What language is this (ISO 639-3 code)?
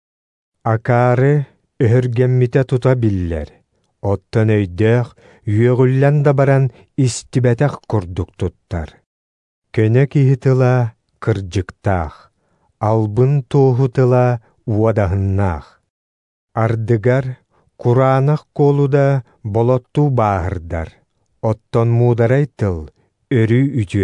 sah